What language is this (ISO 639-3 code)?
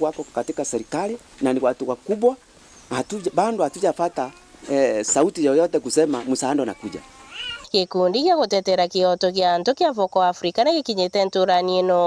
mer